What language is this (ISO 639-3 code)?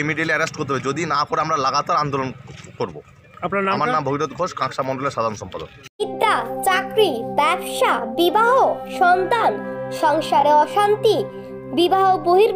ben